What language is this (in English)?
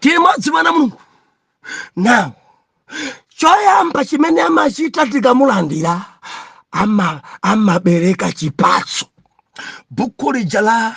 Nyanja